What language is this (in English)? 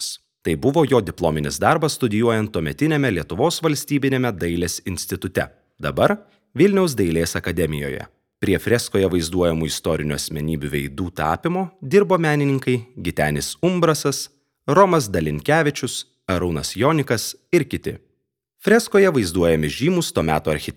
Lithuanian